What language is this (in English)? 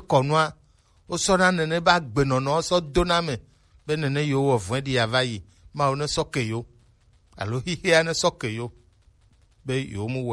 Gen